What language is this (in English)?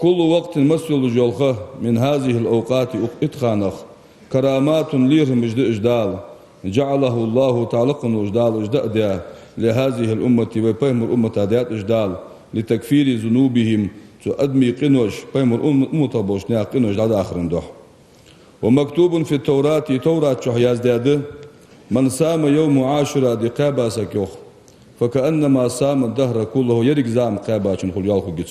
Ingush